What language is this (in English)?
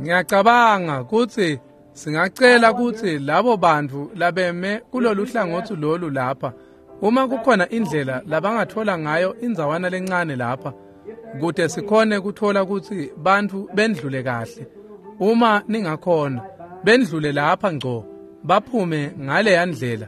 Swati